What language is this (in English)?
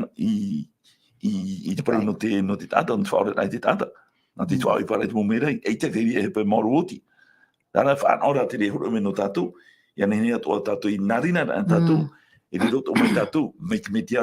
Tahitian